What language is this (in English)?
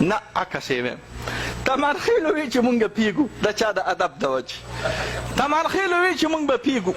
Pashto